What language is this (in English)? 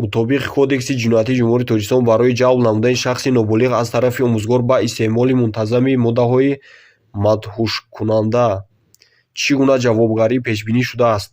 Tajik